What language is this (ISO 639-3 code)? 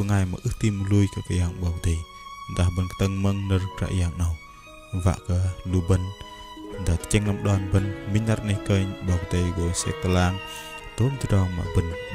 bdq